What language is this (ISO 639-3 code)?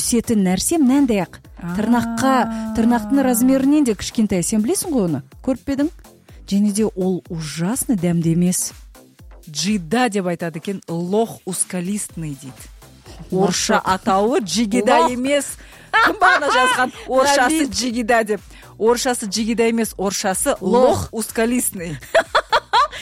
kaz